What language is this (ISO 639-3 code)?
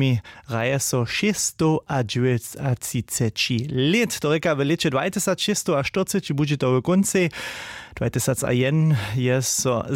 hsb